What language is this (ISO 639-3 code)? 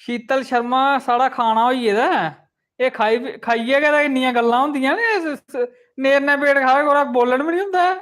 doi